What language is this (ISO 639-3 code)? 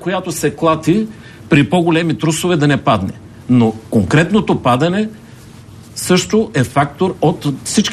bul